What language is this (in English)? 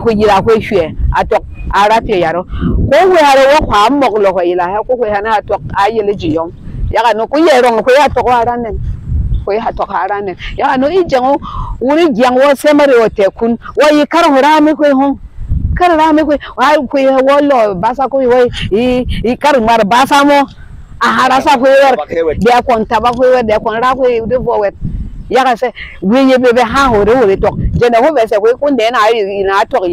Berom